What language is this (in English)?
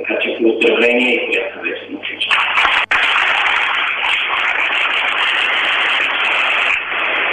Bulgarian